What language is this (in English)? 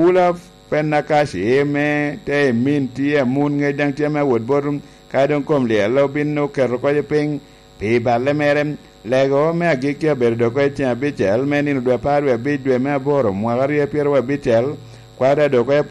Lango (Uganda)